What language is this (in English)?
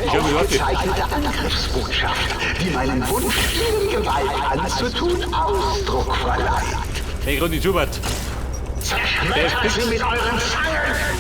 Bavarian